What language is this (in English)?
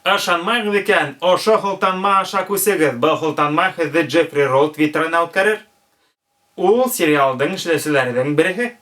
Bashkir